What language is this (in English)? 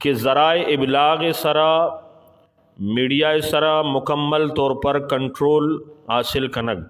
Eastern Balochi